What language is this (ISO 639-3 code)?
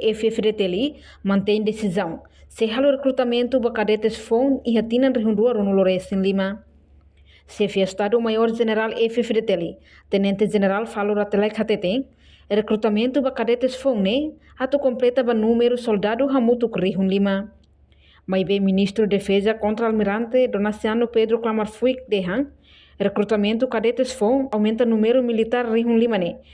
tet